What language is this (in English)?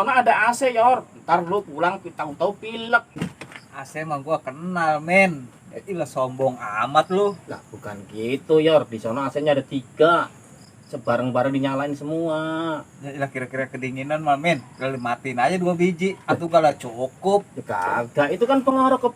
Betawi